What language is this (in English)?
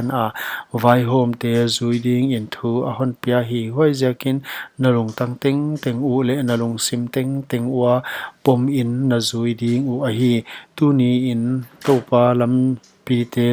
Paite Chin